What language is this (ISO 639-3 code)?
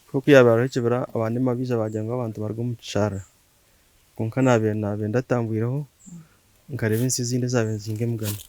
nyn